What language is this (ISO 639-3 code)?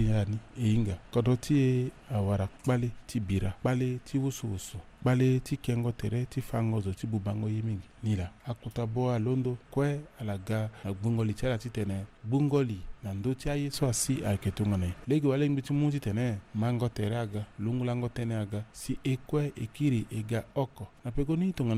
sag